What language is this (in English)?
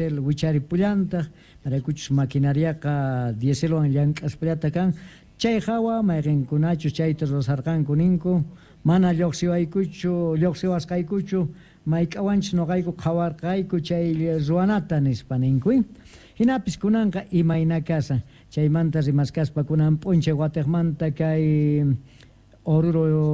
South Bolivian Quechua